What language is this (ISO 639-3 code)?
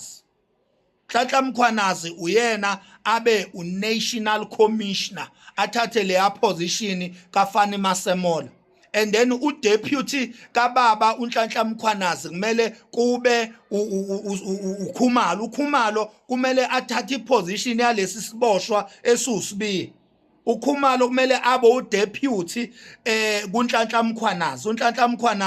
zul